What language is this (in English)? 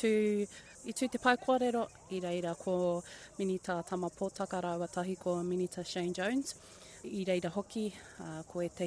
Māori